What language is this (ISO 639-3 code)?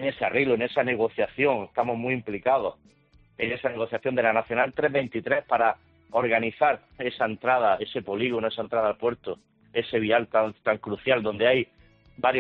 spa